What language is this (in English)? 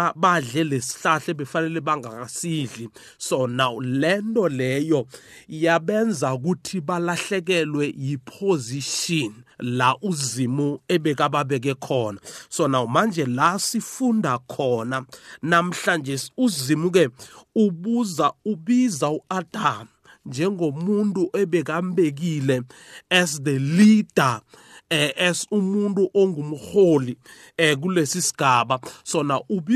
South Ndebele